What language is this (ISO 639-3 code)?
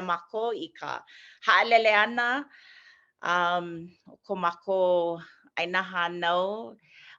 haw